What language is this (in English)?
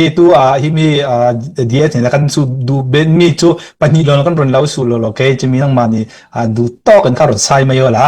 Hakha Chin